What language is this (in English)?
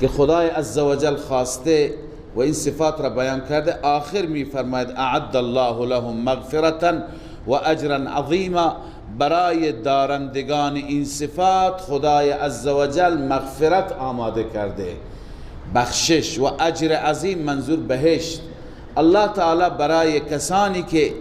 Persian